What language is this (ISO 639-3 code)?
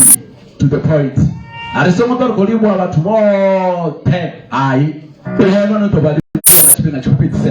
ven